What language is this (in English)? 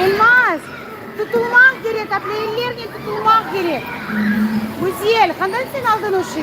Crimean Tatar